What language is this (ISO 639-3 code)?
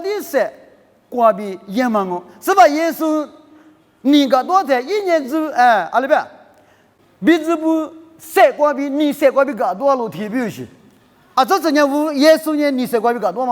lis